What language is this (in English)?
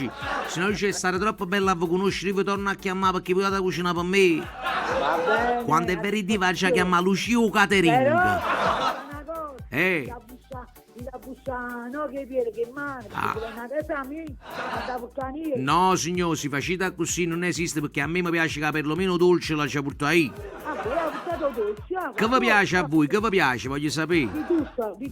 Neapolitan